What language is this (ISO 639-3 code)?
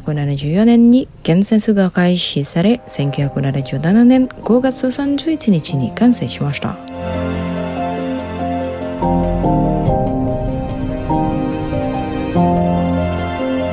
jpn